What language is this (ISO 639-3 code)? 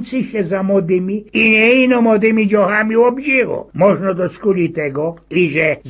szl